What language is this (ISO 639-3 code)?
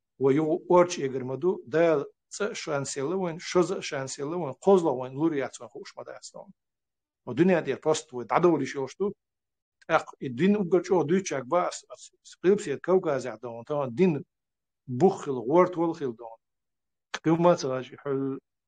che